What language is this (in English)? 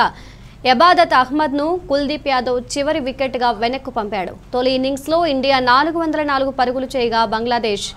Telugu